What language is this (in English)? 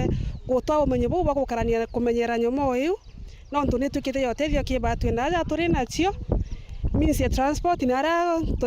Meru